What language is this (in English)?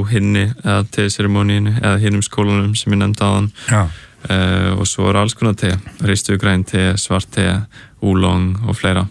Icelandic